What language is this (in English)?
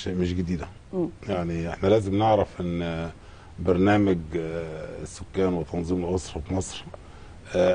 Egyptian Arabic